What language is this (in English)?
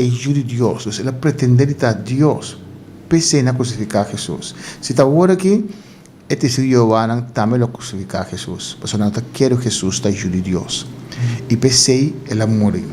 Papiamento